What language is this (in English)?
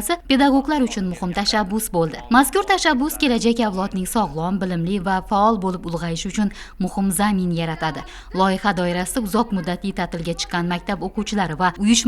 Uzbek